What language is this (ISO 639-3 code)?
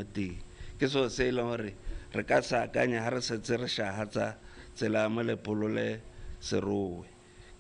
tsn